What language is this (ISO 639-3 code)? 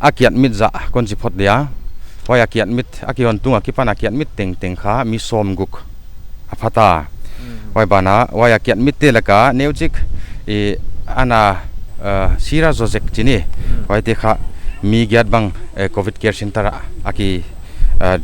pck